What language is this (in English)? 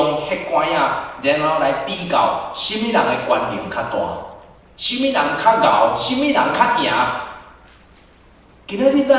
Min Nan Chinese